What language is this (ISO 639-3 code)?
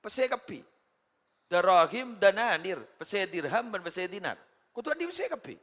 mad